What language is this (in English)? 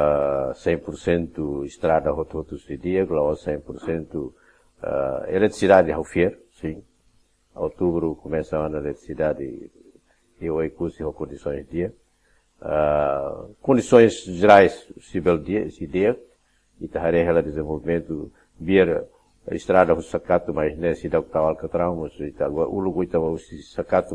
Tetum